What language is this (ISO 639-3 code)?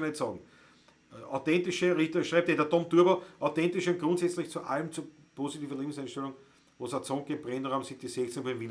bar